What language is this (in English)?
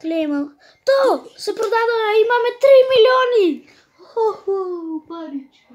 Macedonian